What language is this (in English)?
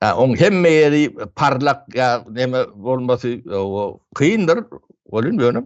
Turkmen